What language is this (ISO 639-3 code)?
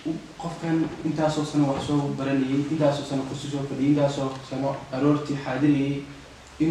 som